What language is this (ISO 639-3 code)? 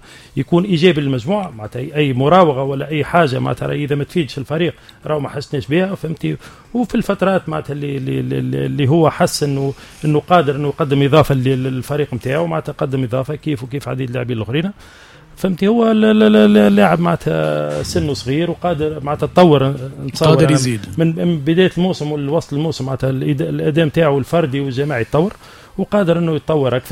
aeb